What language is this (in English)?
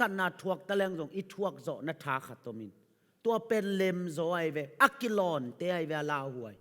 Tedim Chin